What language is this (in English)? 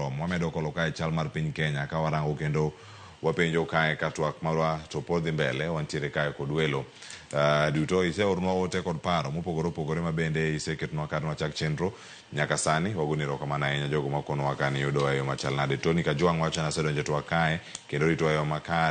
Luo (Kenya and Tanzania)